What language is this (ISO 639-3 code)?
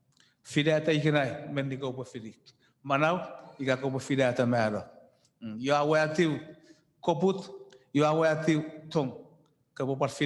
chk